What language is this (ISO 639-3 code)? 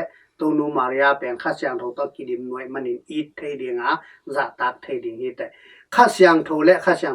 ctd